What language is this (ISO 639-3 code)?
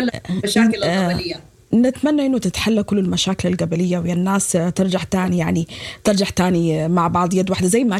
apd